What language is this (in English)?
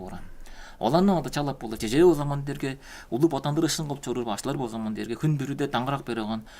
Tuvinian